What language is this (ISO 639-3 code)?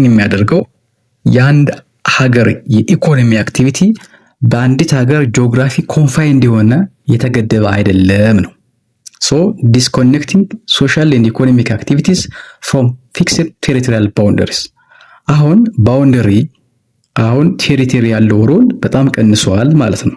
amh